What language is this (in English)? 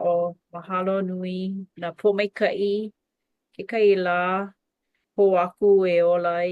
Hawaiian